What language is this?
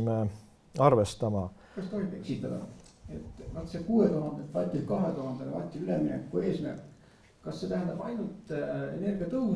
Estonian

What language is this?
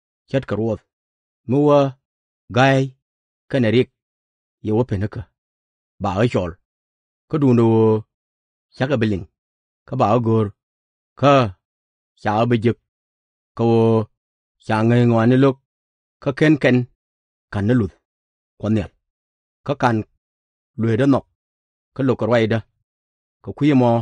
Nuer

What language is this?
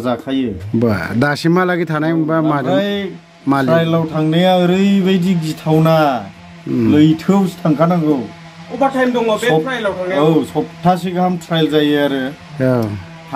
Bodo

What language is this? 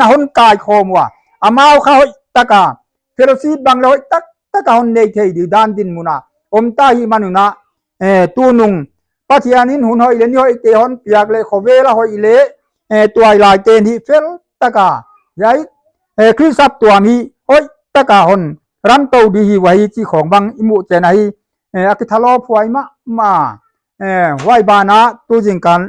Paite Chin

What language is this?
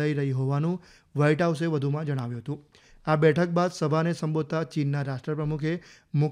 Gujarati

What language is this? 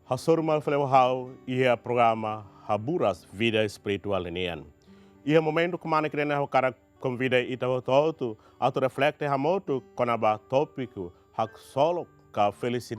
Tetum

